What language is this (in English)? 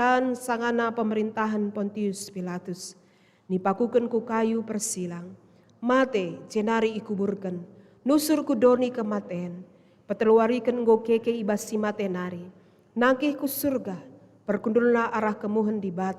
Batak Karo